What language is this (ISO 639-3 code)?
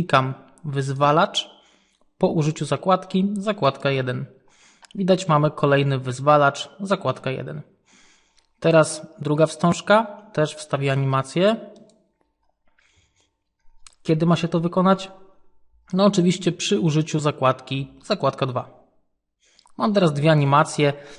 pol